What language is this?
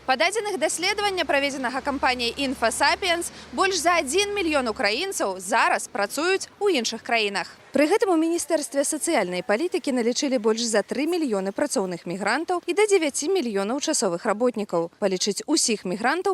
Belarusian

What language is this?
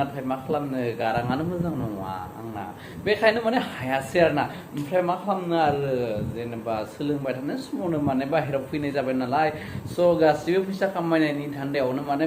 Bodo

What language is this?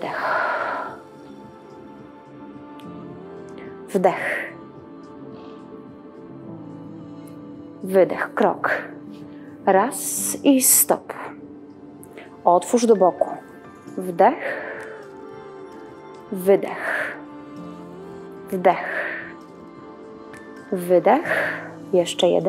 Polish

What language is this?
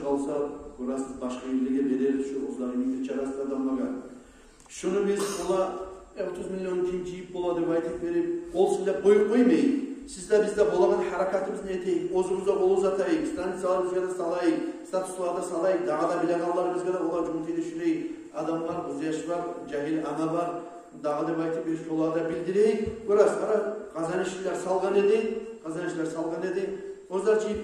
Kumyk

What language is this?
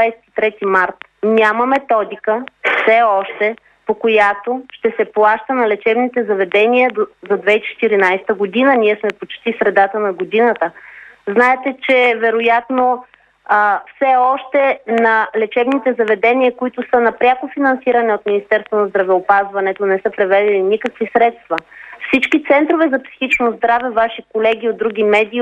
Bulgarian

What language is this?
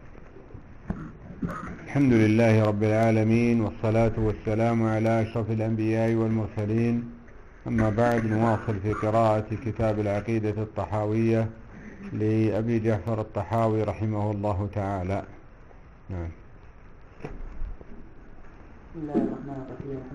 Arabic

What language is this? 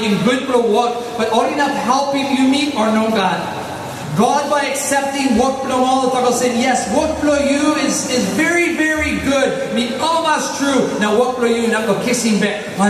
Tok Pisin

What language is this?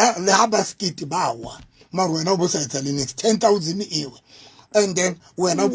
Southern Sotho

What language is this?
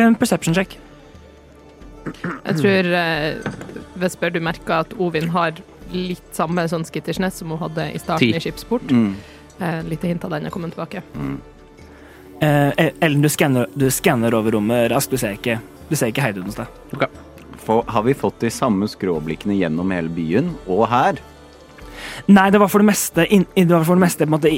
Norwegian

